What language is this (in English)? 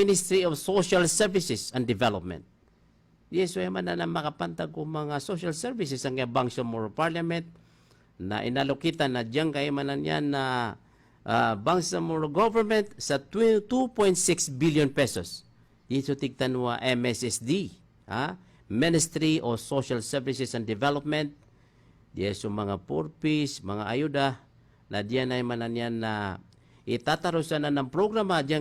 Maranao